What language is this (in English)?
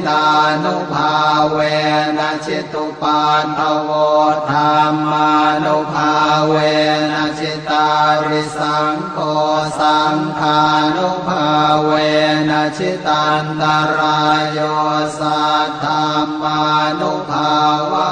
Pali